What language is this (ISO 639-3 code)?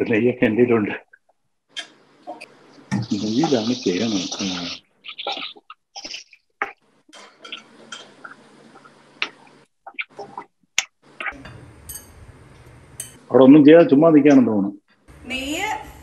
mal